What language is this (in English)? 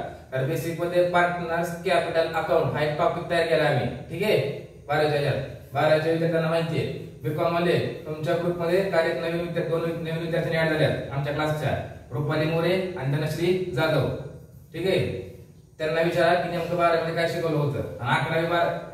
Marathi